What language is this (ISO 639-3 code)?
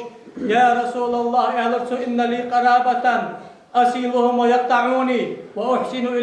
inh